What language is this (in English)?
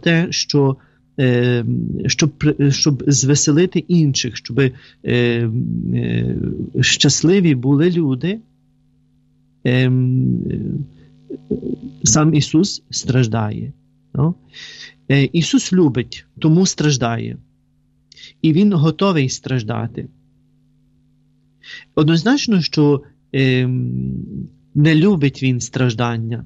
Ukrainian